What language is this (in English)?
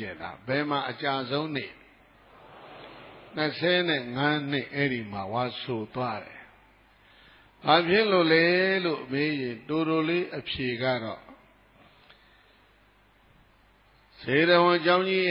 Burmese